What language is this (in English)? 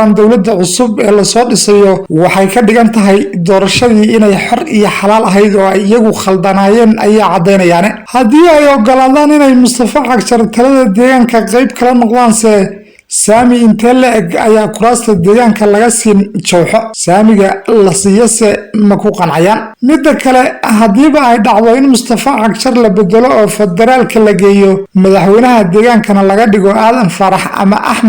Somali